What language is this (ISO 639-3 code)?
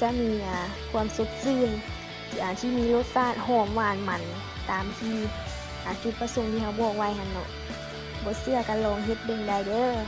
lao